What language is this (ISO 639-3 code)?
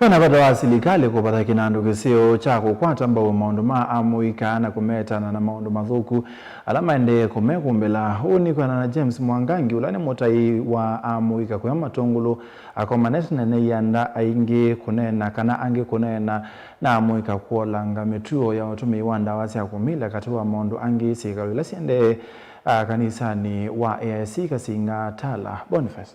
kam